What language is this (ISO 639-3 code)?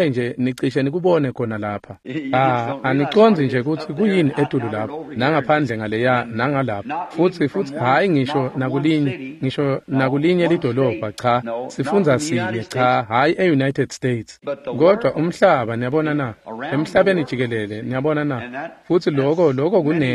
ssw